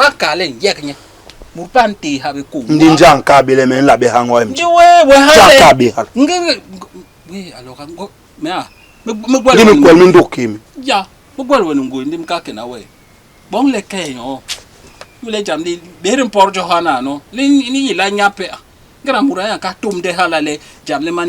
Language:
Basaa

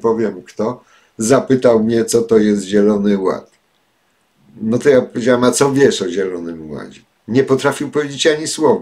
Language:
Polish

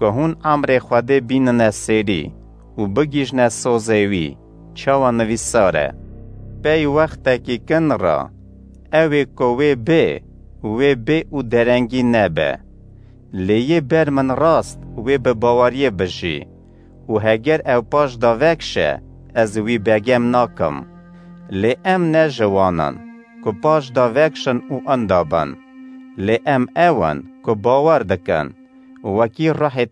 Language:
Kurdish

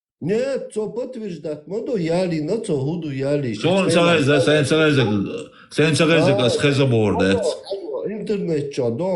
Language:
Chechen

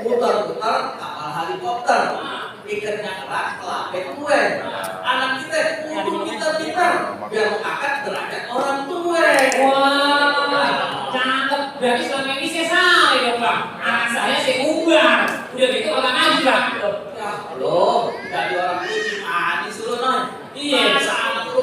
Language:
Betawi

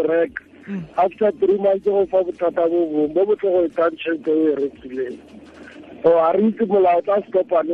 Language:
Tswana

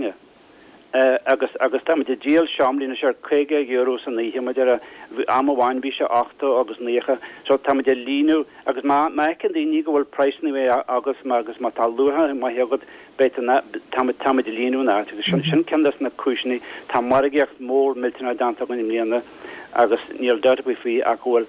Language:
Irish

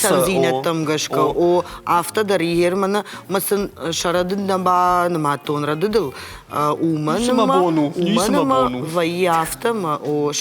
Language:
Ossetic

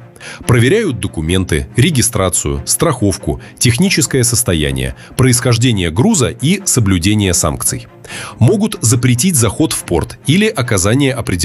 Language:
Russian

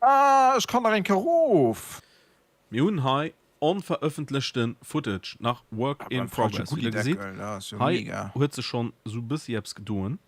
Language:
Luxembourgish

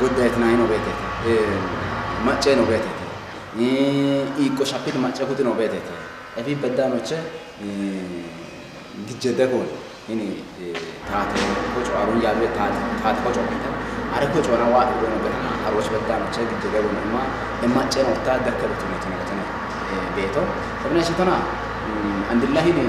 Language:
Kafa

